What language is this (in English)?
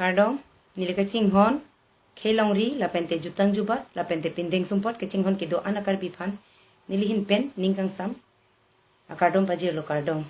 Karbi